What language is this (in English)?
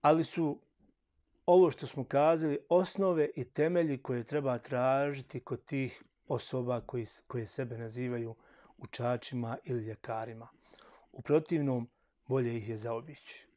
Bosnian